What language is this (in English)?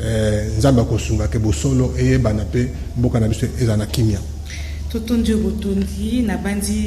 Lingala